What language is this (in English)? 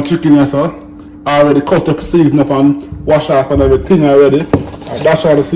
Jamaican Creole English